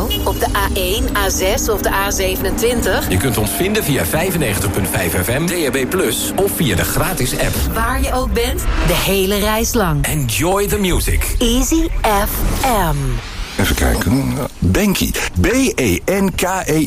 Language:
Dutch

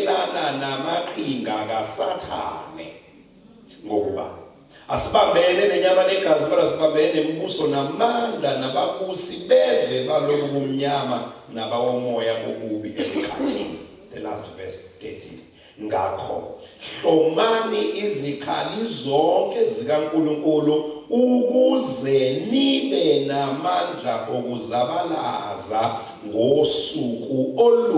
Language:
Zulu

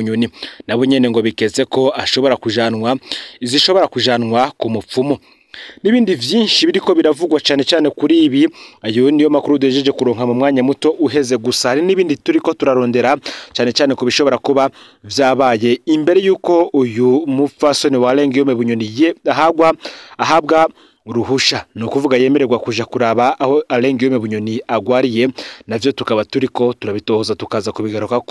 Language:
Rundi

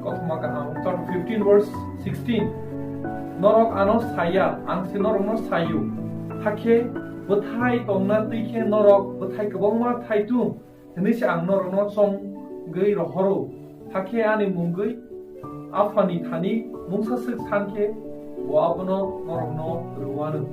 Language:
Kok Borok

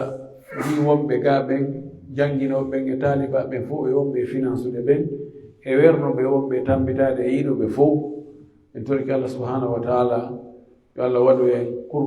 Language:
Pular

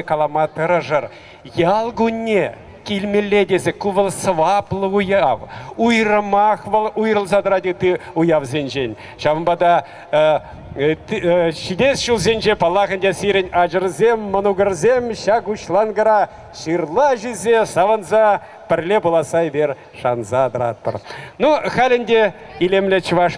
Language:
Chuvash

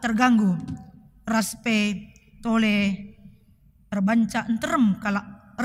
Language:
Batak Karo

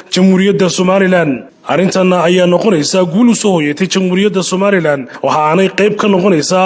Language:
Somali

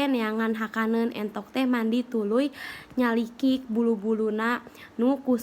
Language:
Sundanese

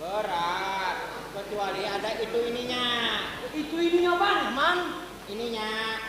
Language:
Banjar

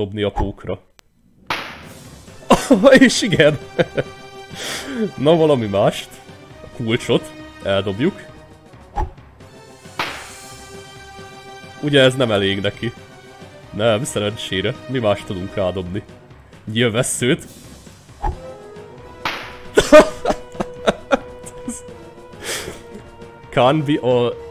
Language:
Hungarian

